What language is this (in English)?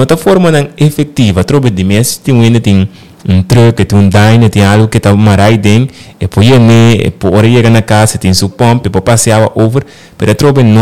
Papiamento